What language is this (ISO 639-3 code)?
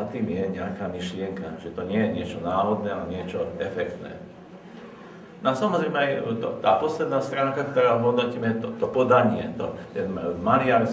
slk